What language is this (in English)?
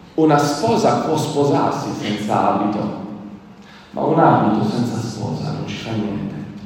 Italian